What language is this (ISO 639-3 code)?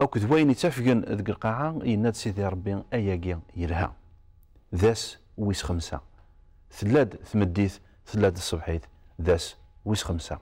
kab